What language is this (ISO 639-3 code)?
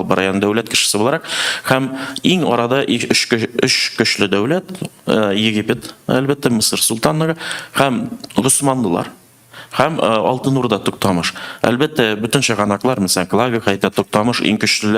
tat